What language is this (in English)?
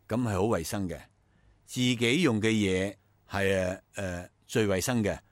Cantonese